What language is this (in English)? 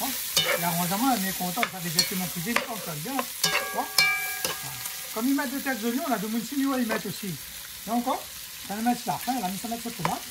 Réunion Creole French